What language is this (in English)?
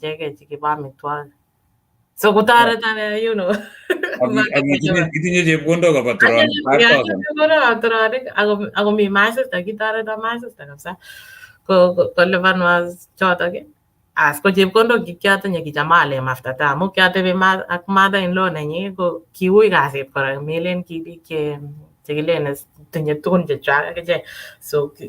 Kalenjin